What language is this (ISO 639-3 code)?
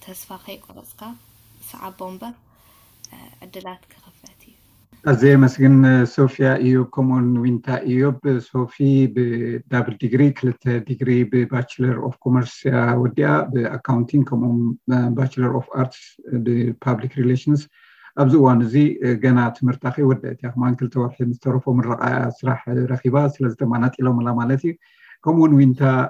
tir